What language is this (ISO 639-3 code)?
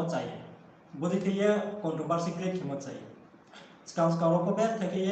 ria